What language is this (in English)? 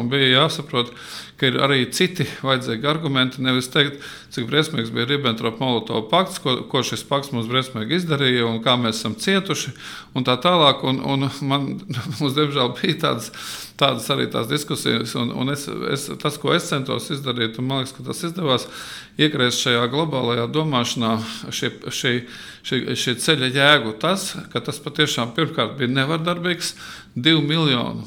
Latvian